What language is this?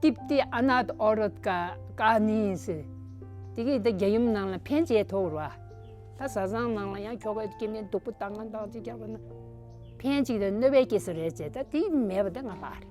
Tibetan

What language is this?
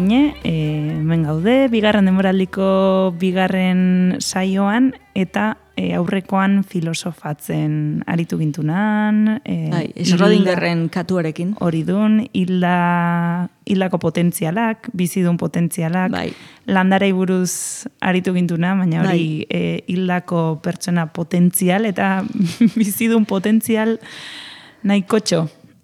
Basque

